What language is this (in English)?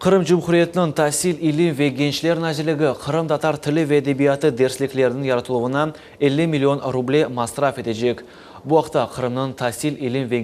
Crimean Tatar